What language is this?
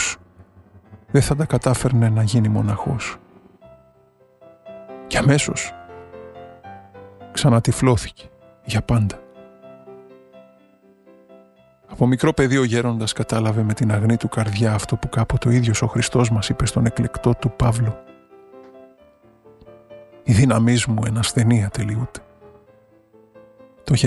Greek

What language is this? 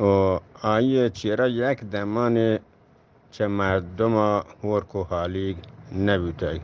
Eastern Balochi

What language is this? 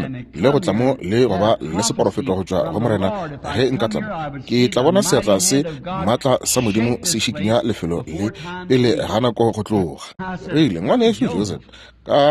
Northern Sotho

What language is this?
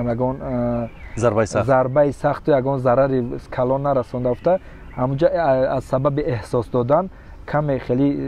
Tajik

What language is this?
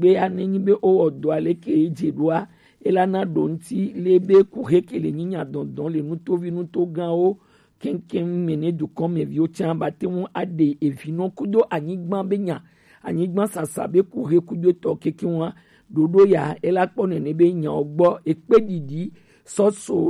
Gen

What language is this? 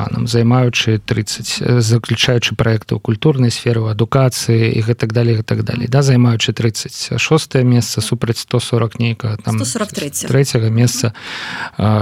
Belarusian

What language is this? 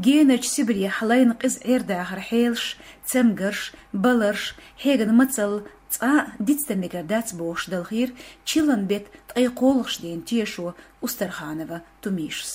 Chechen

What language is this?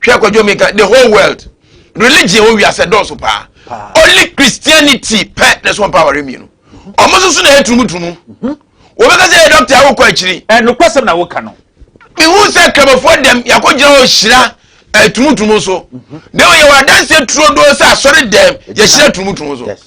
Akan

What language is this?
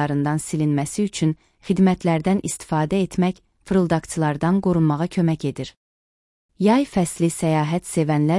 Azerbaijani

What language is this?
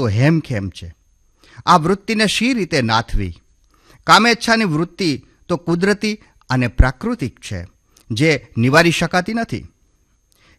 Gujarati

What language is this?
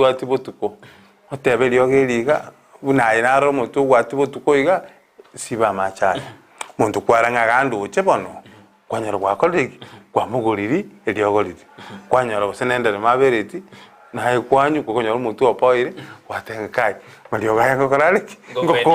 Gusii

